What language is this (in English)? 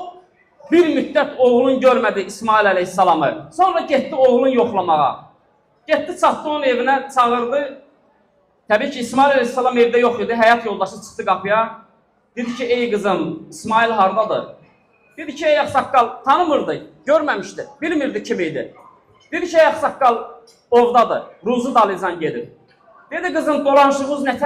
Azerbaijani